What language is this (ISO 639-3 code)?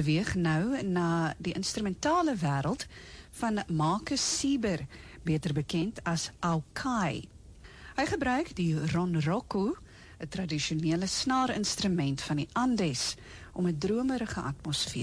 afr